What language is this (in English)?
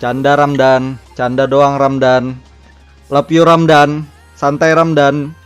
Banjar